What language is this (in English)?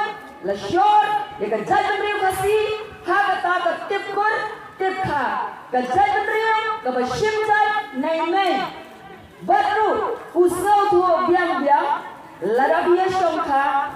Khasi